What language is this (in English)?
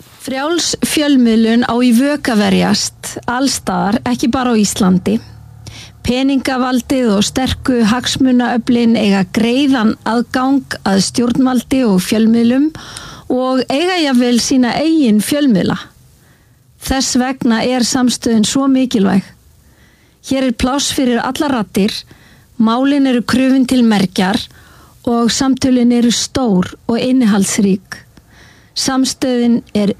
Icelandic